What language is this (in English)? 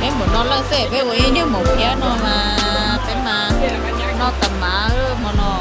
Hmong